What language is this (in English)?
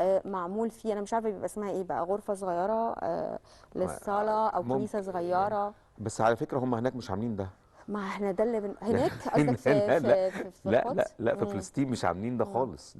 Egyptian Arabic